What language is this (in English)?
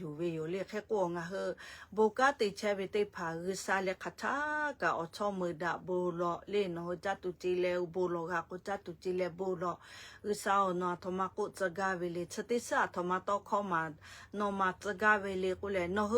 Lahu